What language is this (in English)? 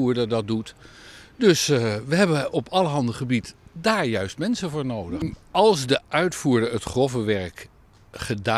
Dutch